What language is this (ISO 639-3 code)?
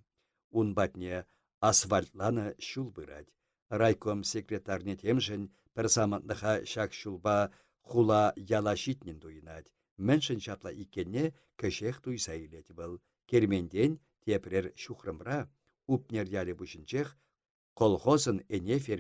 chv